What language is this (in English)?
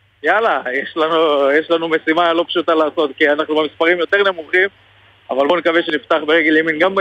Hebrew